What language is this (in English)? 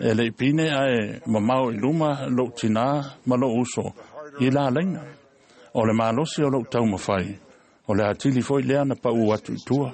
Samoan